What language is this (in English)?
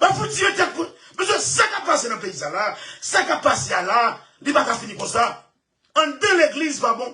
Haitian Creole